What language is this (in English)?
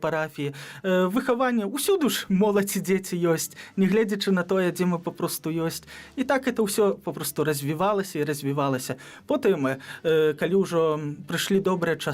Belarusian